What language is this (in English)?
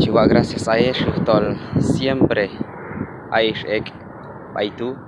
Q'anjob'al